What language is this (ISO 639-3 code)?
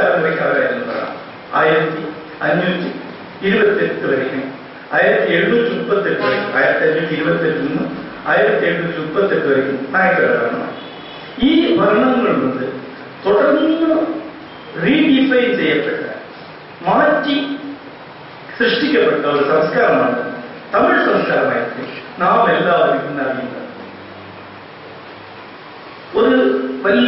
mal